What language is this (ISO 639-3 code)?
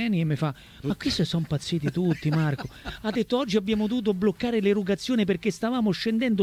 ita